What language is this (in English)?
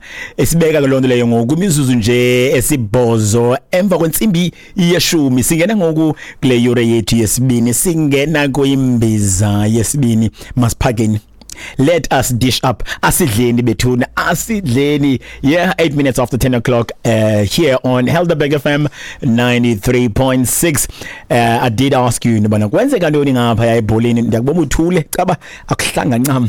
Xhosa